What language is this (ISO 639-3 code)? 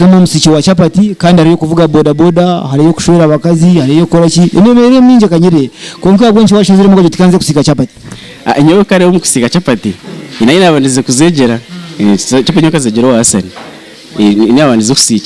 nyn